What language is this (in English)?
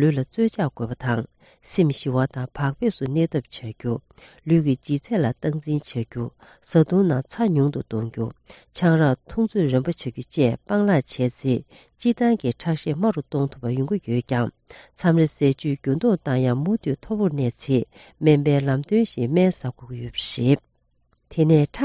Tibetan